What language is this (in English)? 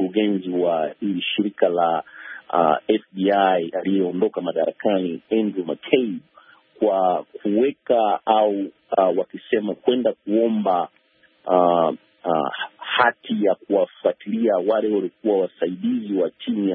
Swahili